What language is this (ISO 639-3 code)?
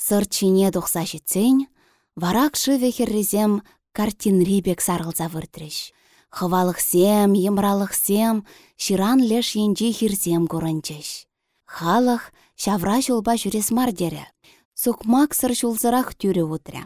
chv